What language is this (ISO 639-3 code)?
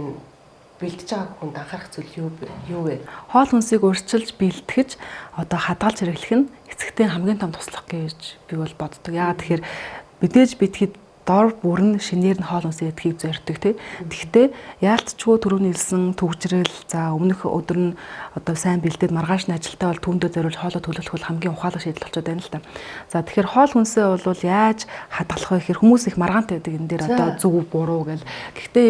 mon